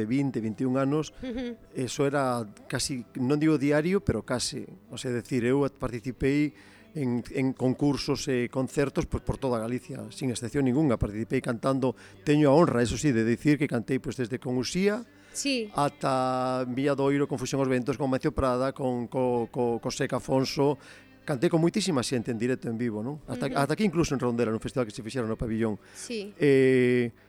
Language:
Galician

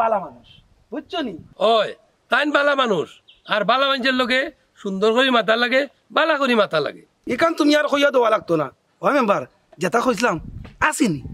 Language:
Sylheti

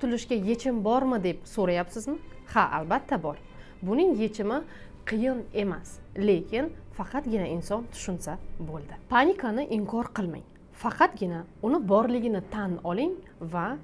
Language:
Uzbek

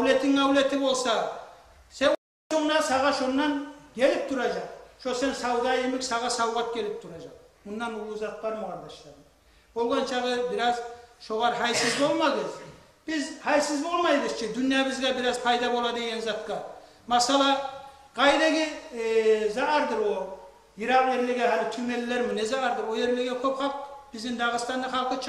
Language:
Kumyk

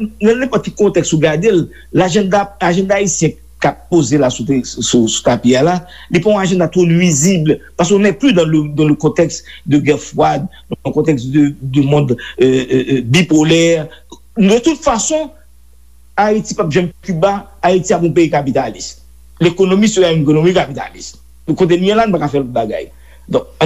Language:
Haitian Creole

